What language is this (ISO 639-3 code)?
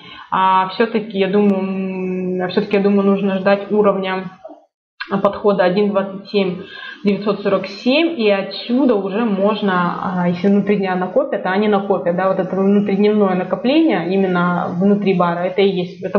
rus